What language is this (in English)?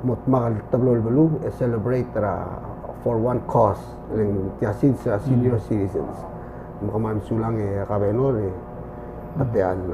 Palauan